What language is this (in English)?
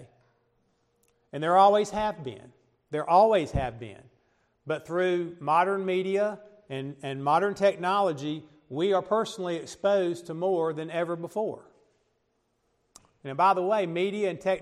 English